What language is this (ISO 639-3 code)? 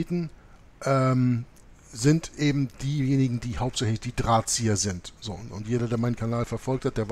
deu